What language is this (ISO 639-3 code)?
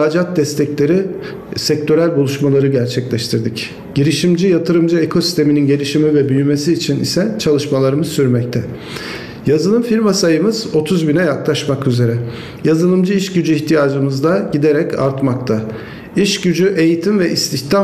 tur